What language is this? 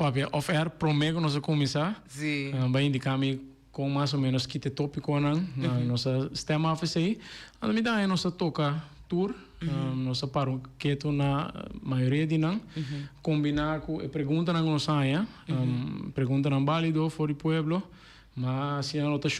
Papiamento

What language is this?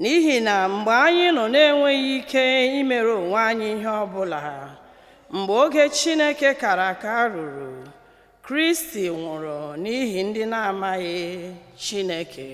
Igbo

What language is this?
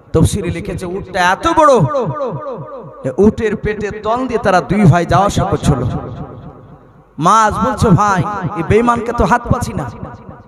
Bangla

